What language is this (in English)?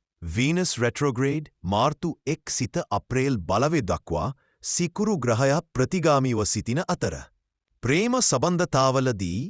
Sinhala